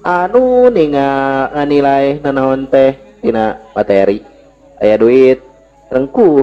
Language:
Sundanese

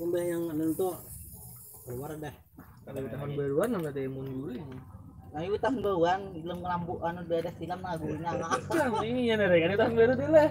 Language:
Banjar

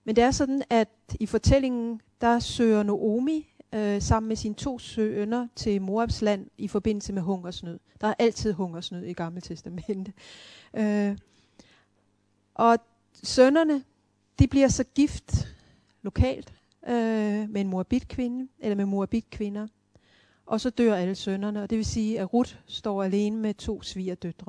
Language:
Danish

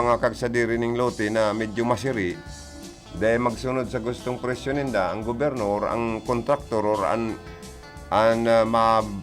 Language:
Bikol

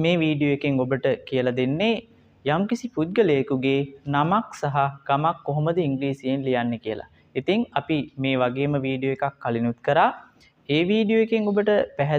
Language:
Sinhala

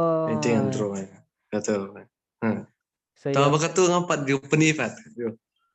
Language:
Khasi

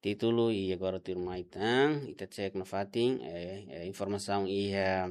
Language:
Tetum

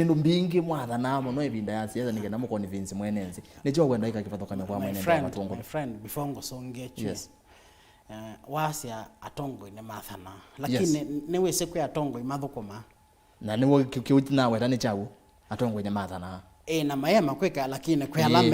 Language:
Kamba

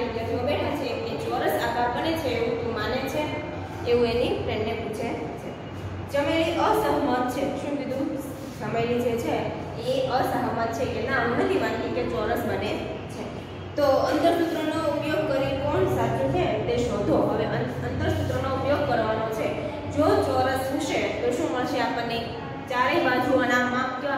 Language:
Gujarati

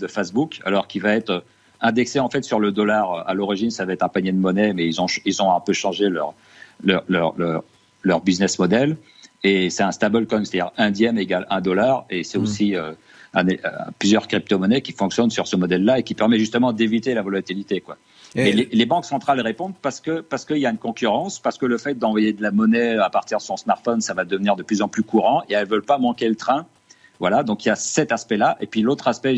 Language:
French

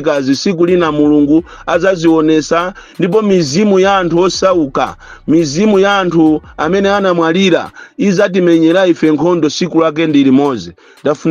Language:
Nyanja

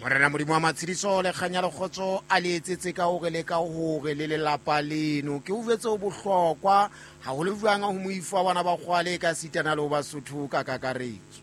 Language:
Southern Sotho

